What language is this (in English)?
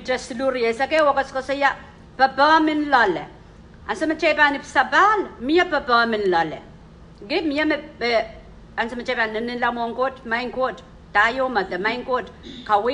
Pohnpeian